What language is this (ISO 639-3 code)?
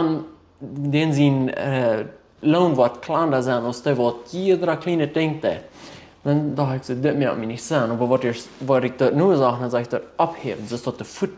pdt